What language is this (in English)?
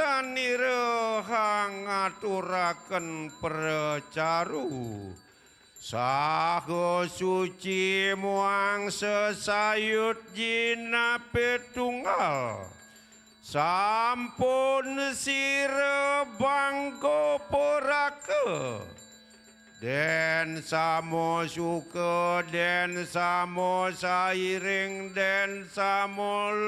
Balinese